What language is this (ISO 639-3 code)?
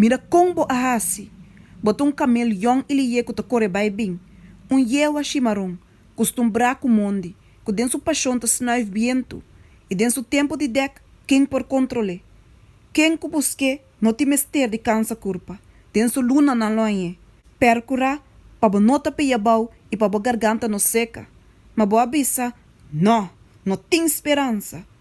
pap